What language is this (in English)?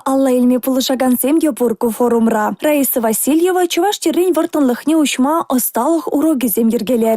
Chuvash